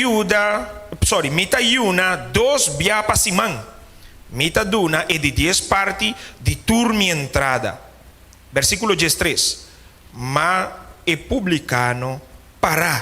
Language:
Papiamento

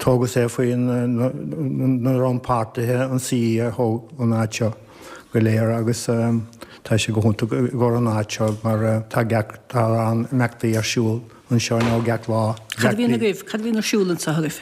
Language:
Irish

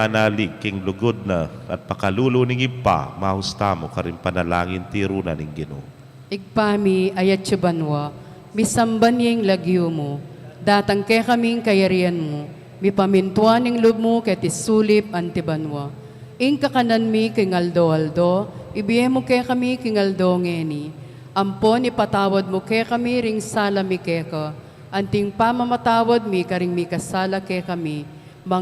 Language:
Pampanga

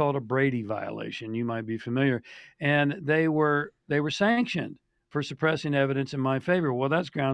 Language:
English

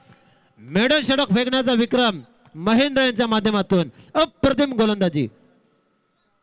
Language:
Marathi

